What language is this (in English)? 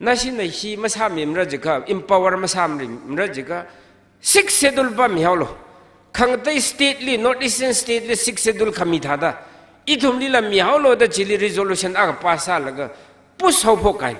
Tangkhul Naga (India)